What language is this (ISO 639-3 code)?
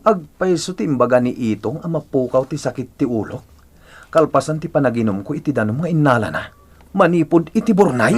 ilo